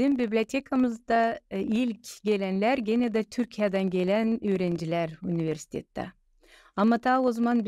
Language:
Gagauz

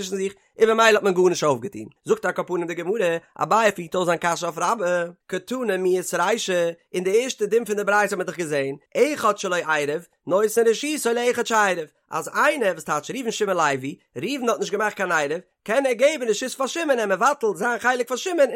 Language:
Yiddish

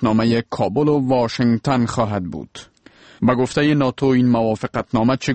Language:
Persian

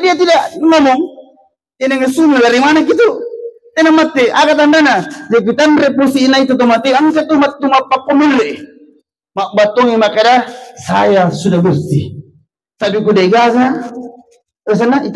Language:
Buginese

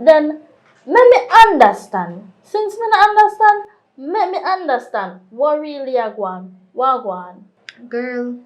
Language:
Jamaican Creole English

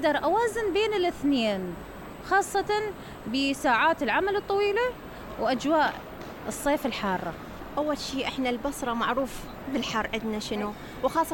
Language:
Mesopotamian Arabic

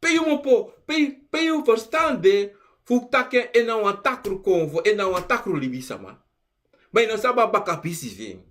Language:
Sranan Tongo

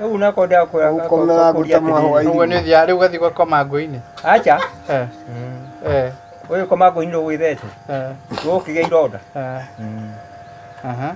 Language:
Kikuyu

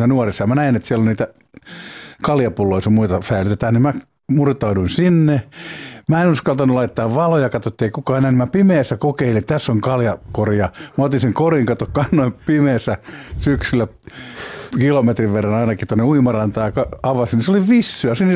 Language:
Finnish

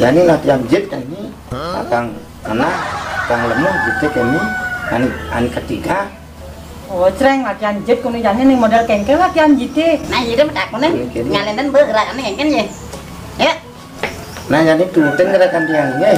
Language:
Balinese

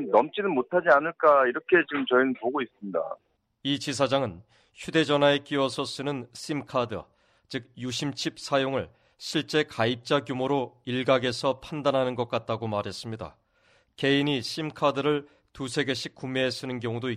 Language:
Korean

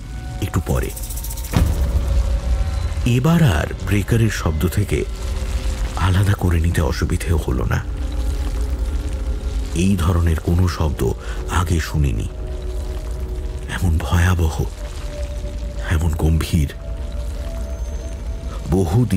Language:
Bangla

